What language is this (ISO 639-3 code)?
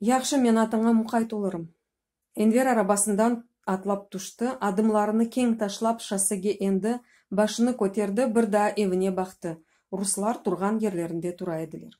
crh